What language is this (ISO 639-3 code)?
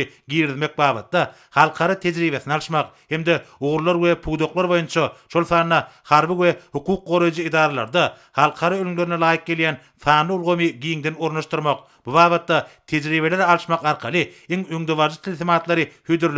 tuk